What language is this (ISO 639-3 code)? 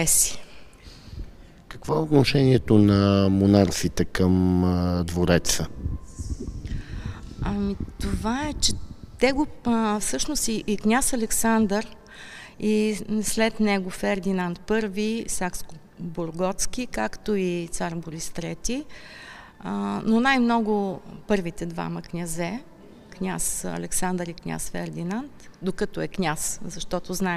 bul